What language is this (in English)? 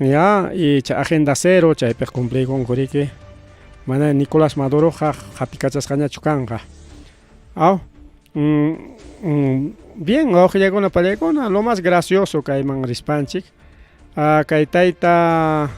Ayacucho Quechua